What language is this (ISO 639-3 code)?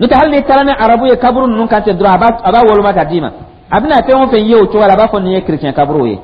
dyu